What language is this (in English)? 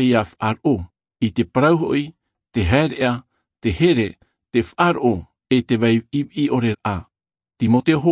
Tahitian